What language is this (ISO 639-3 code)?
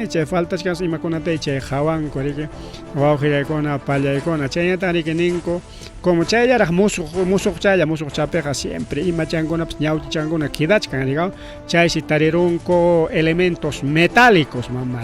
quy